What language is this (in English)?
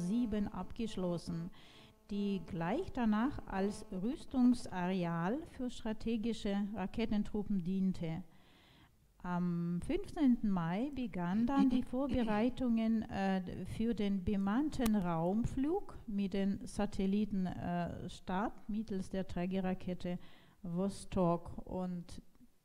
German